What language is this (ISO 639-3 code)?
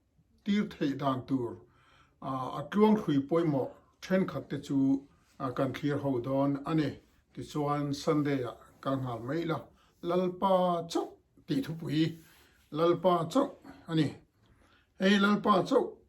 lus